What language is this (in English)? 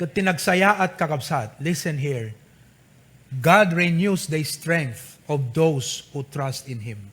Iloko